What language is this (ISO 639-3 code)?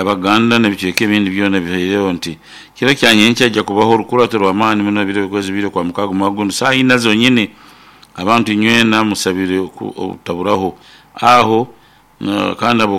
nyo